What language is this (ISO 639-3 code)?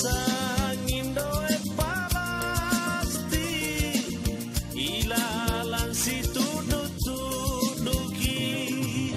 mak